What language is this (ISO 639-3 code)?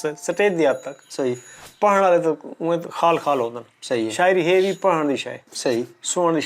skr